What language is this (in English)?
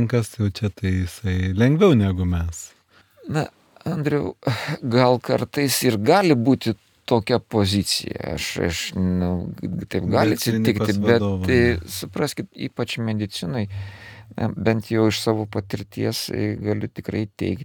Lithuanian